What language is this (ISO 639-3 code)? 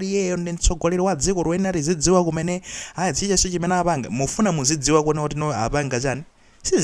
nya